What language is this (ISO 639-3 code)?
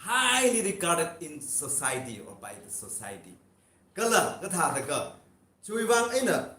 nmf